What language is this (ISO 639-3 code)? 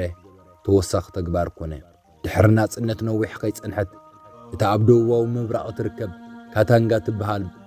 tir